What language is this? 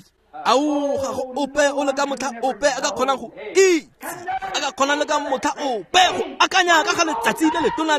Tswana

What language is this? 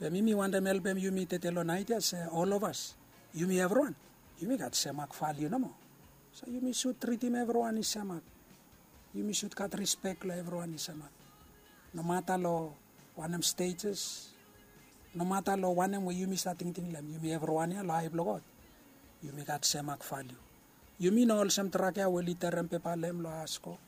Bislama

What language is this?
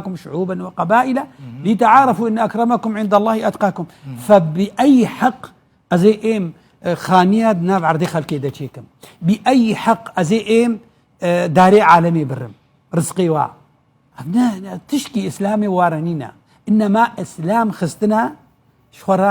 Kurdish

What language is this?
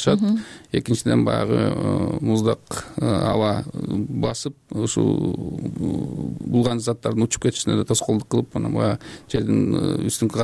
Kyrgyz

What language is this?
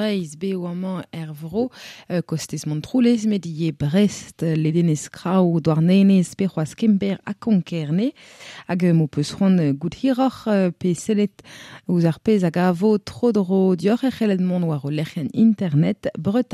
Breton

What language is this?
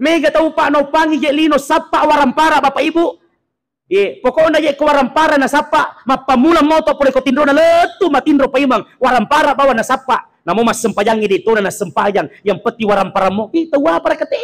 Buginese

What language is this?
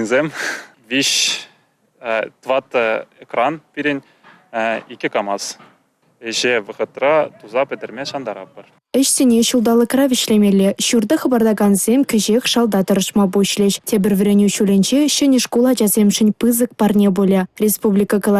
Chuvash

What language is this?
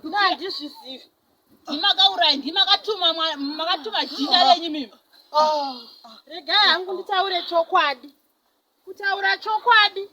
Shona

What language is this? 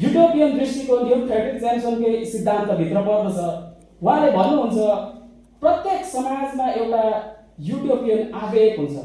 Nepali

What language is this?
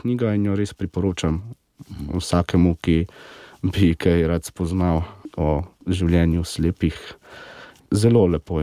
Slovenian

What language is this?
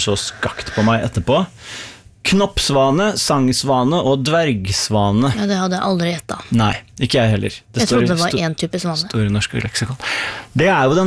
Norwegian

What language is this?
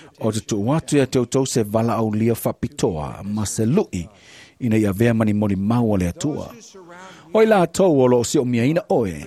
Samoan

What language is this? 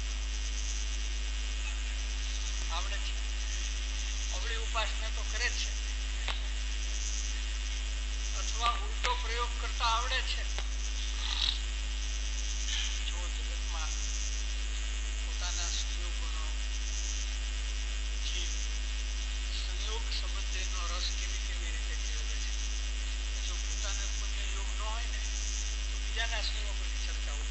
Gujarati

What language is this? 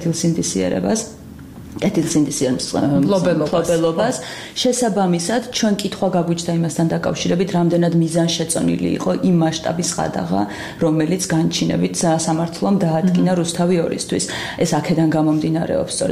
Georgian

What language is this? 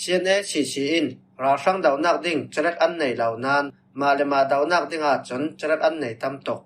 Falam Chin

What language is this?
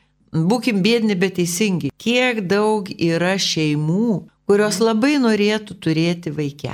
Lithuanian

